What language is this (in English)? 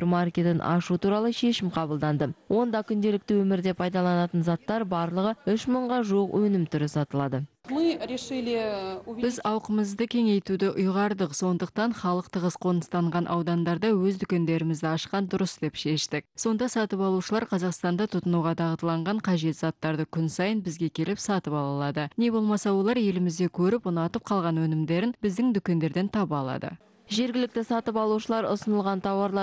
Kazakh